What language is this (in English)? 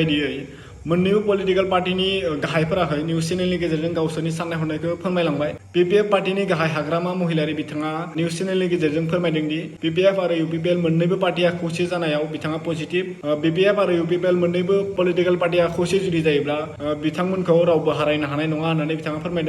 Bodo